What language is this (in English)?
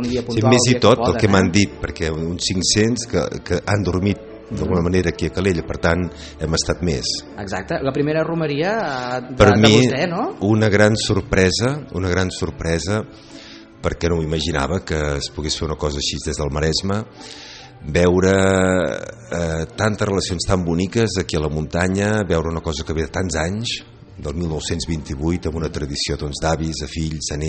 Catalan